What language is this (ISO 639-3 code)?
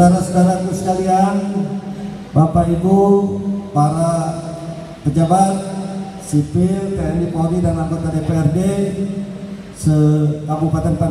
ind